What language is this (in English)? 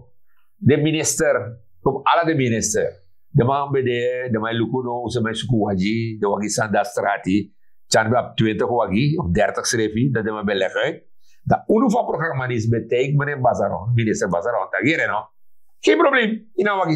Sranan Tongo